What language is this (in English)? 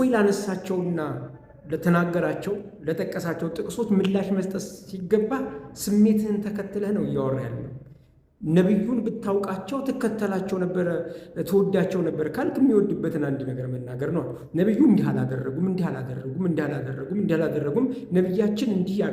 Amharic